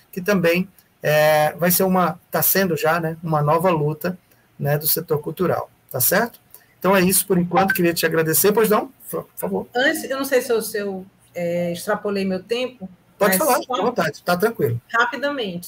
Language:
Portuguese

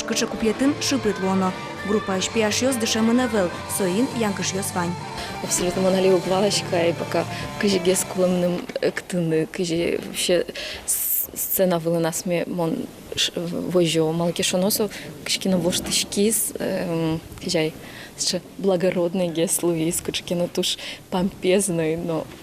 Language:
Udmurt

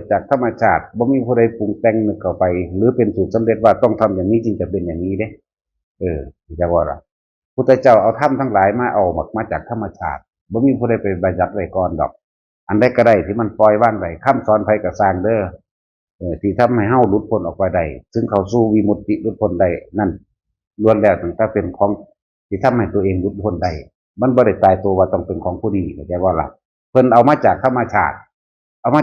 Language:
Northeastern Thai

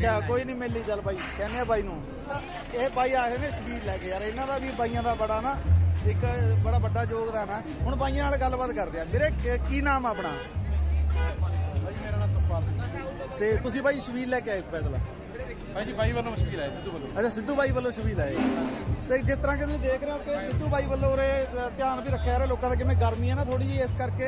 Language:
Punjabi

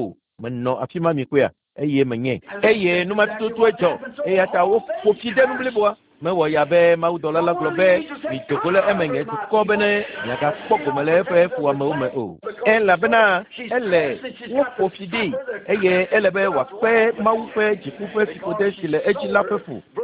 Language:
Ewe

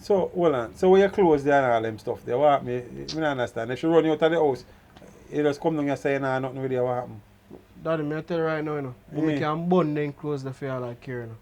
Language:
Jamaican Creole English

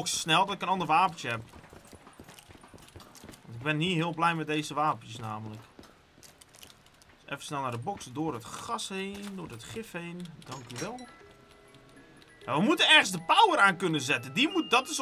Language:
Dutch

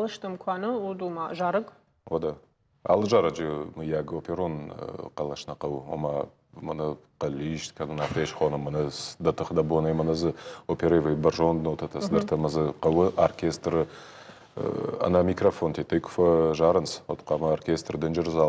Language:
Ossetic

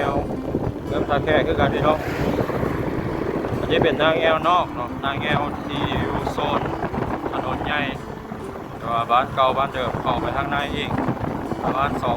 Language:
Lao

